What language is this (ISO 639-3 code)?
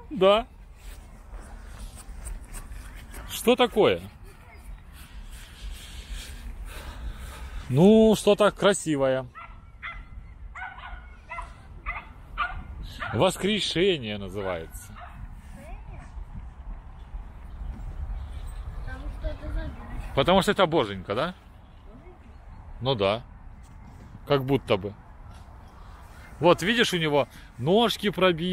rus